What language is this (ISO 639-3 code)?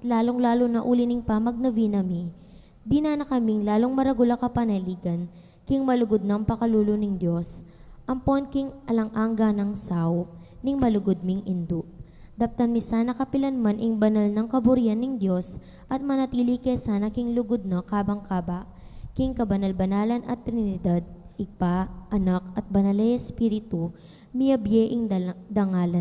pam